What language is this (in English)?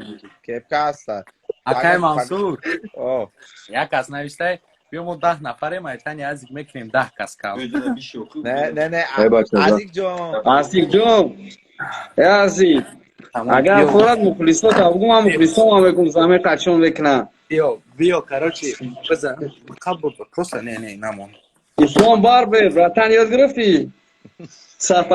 Tajik